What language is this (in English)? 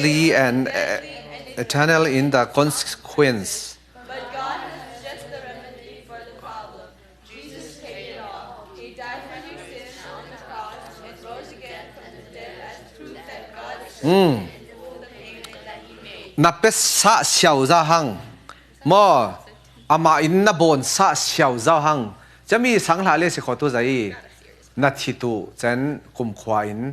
Falam Chin